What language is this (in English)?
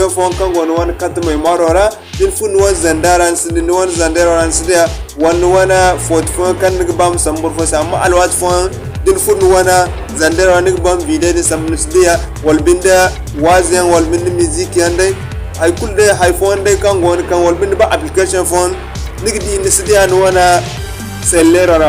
Zarma